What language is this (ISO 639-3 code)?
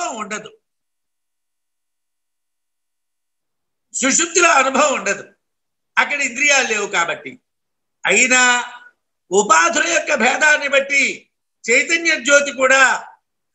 tel